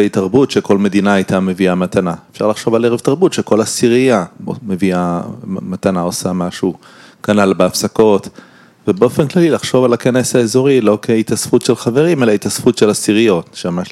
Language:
Hebrew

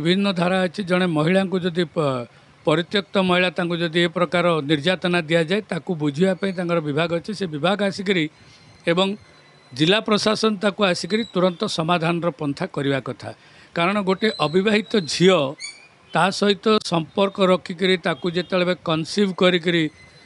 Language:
Odia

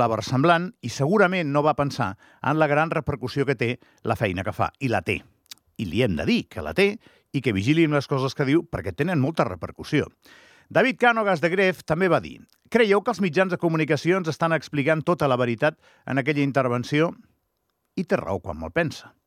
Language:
Catalan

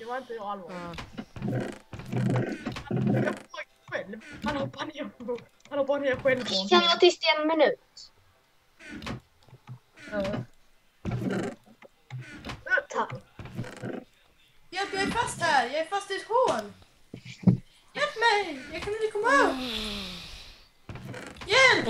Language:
Swedish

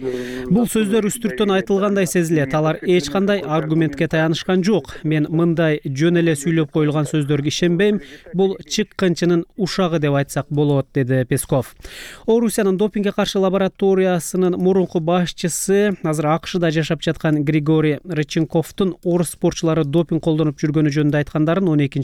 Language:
Kyrgyz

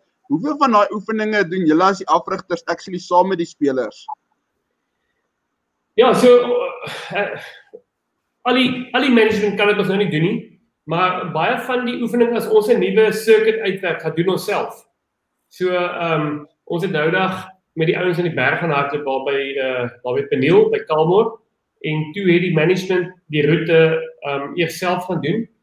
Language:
Afrikaans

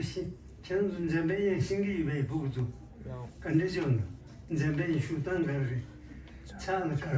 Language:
Tibetan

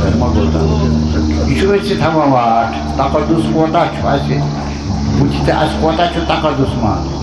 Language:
Kashmiri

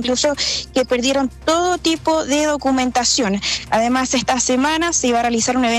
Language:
Spanish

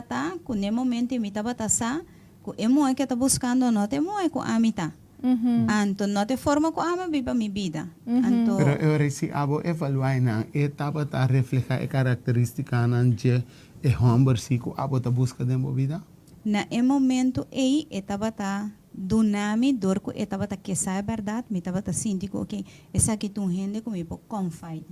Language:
Papiamento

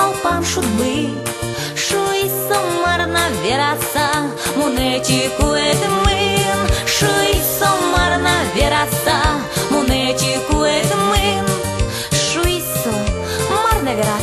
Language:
Udmurt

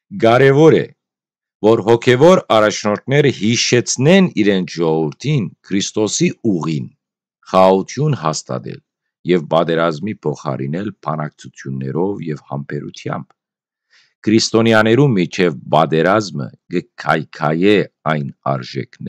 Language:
Western Armenian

